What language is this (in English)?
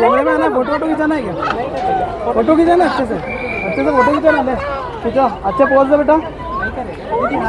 Hindi